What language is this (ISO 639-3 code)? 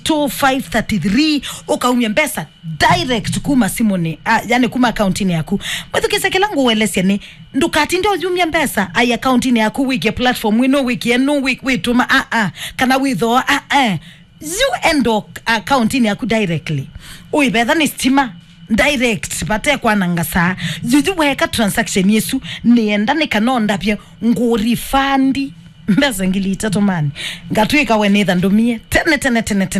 kam